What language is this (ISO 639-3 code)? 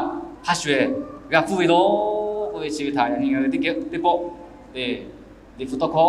lhu